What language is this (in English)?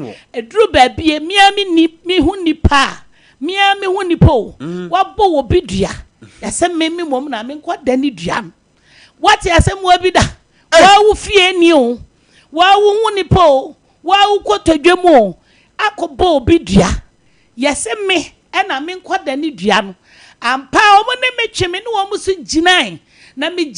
Akan